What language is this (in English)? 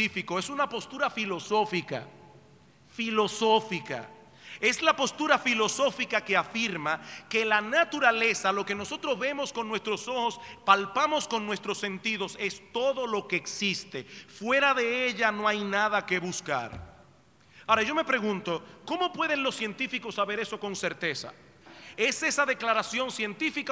Spanish